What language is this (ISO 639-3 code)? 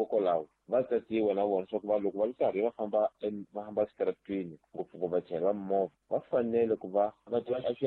tso